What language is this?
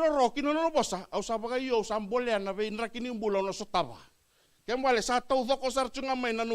Fijian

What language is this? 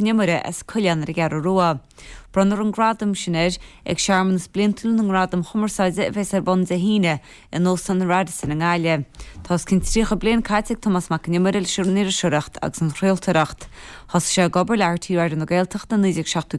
Irish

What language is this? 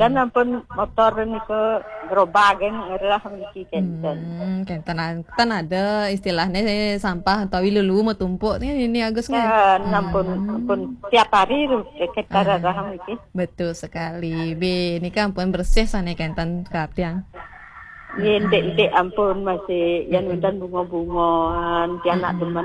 Balinese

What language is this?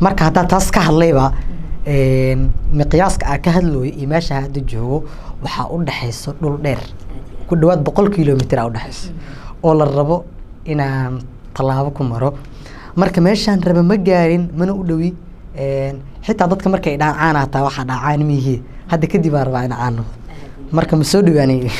Somali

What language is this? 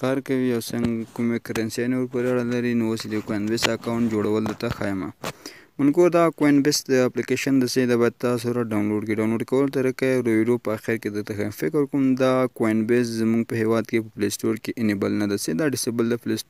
Pashto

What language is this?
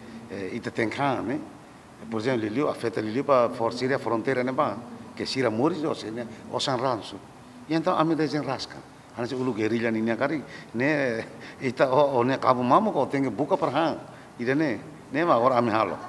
Tetum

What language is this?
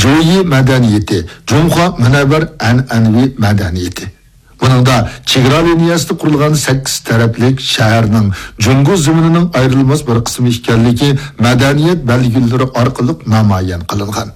Uyghur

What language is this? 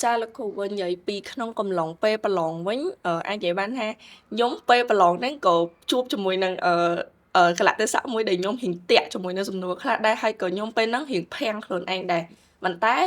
Khmer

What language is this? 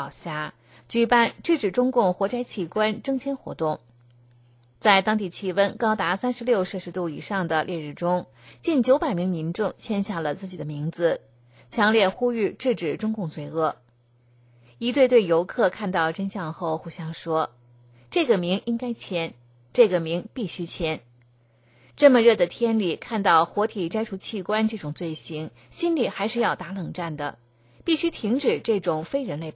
Chinese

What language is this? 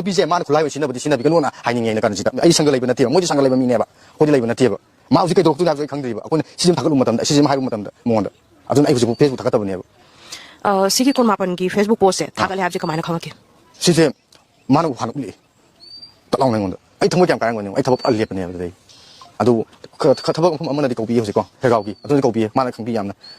Manipuri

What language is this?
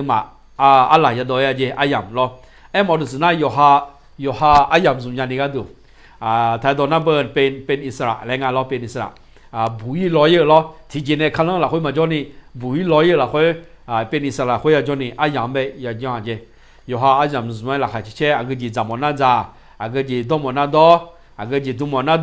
Akha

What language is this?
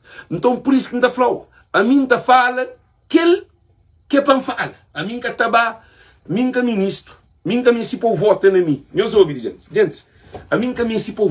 Kabuverdianu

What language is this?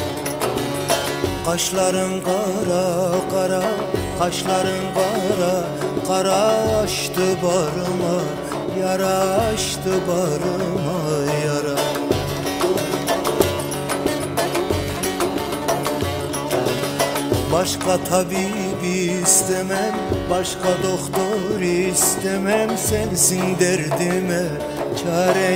Turkish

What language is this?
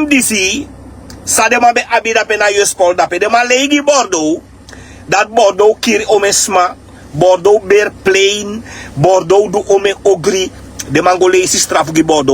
Sranan Tongo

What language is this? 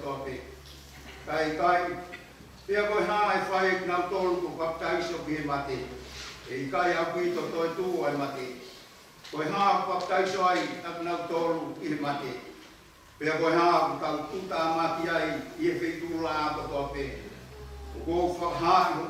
Tongan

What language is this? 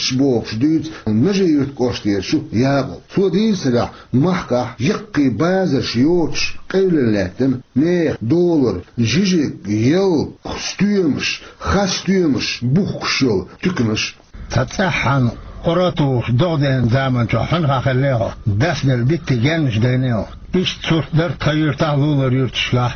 Chechen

